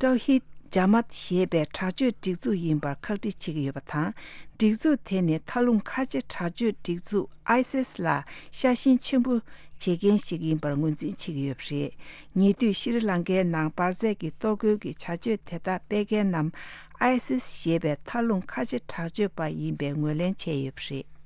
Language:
Tibetan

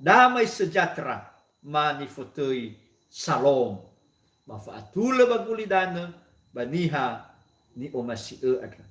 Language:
Nias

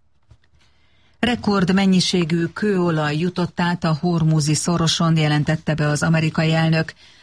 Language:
Hungarian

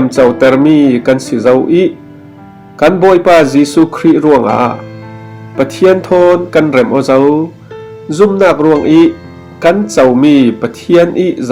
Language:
Falam Chin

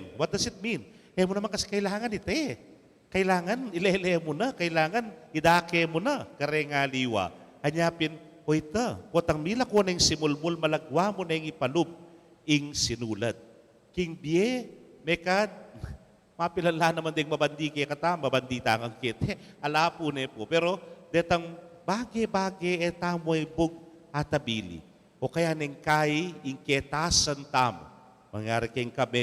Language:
Pampanga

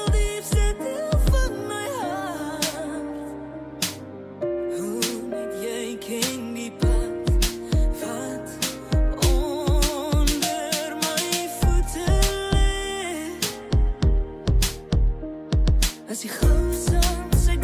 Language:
Afrikaans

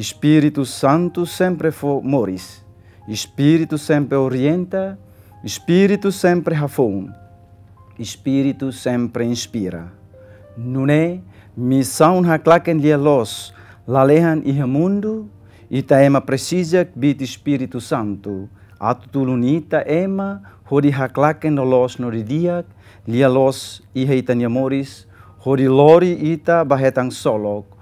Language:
Tetum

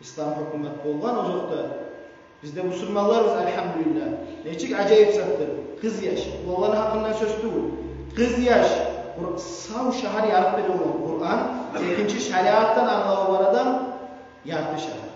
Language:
Kumyk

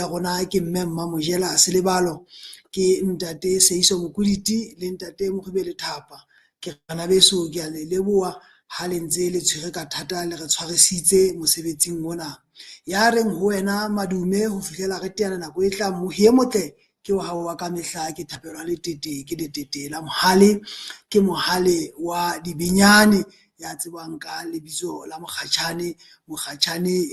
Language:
Southern Sotho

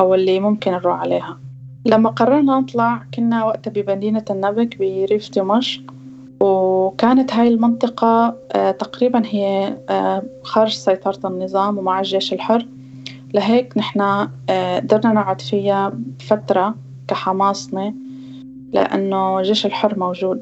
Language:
North Levantine Arabic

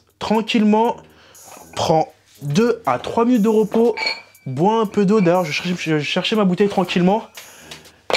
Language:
French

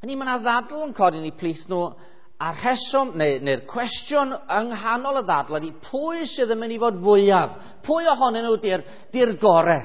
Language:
Welsh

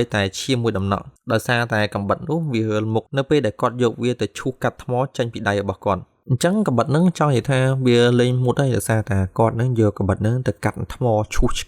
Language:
Khmer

